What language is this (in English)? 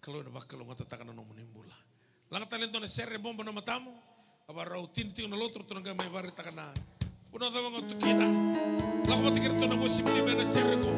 Fijian